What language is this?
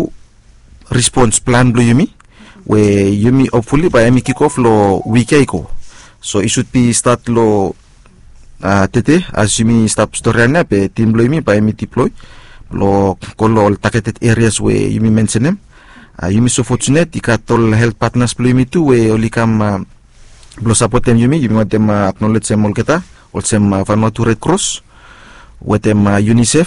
Bislama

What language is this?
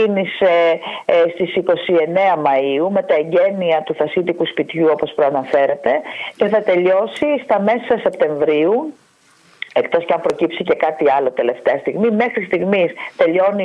Greek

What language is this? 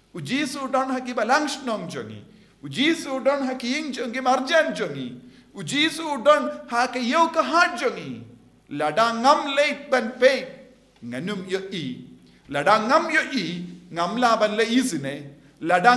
Khasi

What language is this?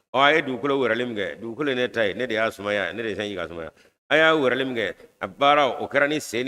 Bambara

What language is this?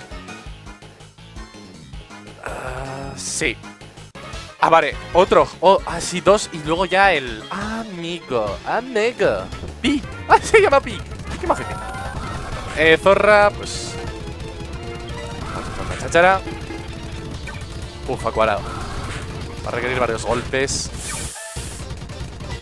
Spanish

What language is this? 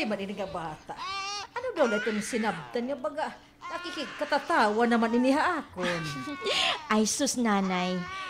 Waray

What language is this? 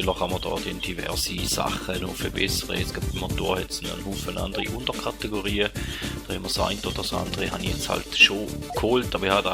Swiss German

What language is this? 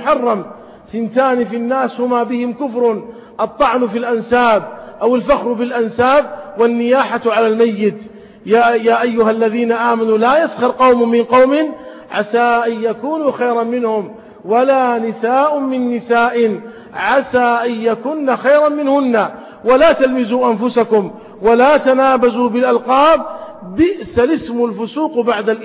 Arabic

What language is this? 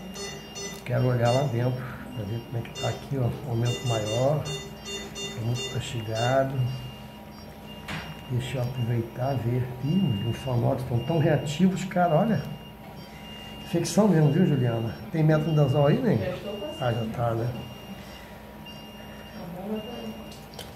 Portuguese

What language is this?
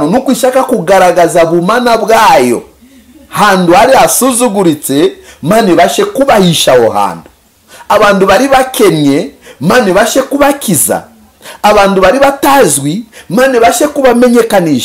Kinyarwanda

